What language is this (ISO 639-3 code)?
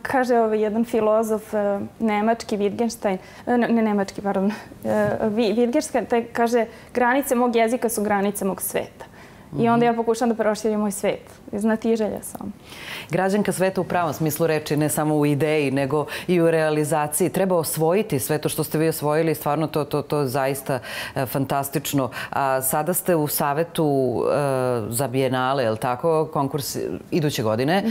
srp